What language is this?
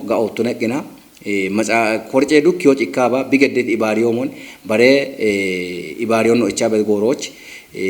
Kafa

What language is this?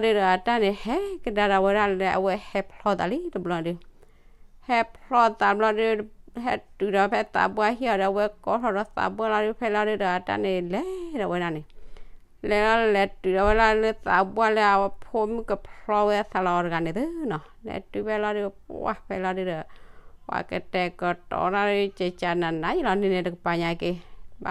S'gaw Karen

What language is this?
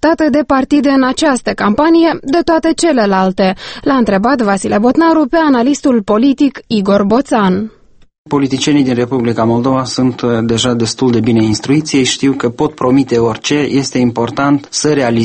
Romanian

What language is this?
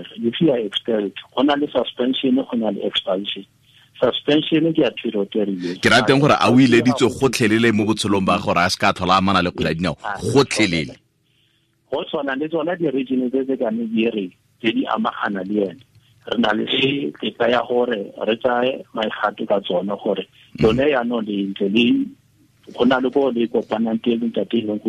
Tswana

